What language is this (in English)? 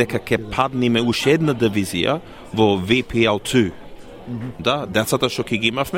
Macedonian